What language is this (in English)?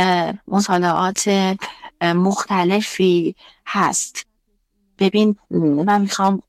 Persian